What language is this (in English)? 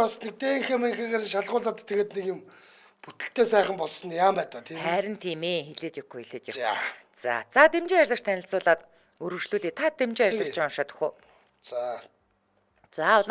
Mongolian